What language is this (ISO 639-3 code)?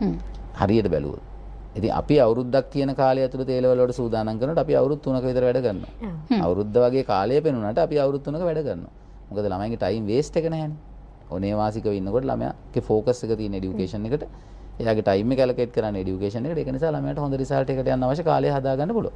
sin